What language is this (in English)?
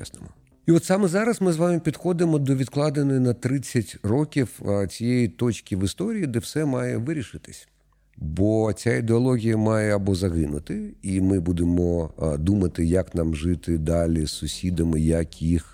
Ukrainian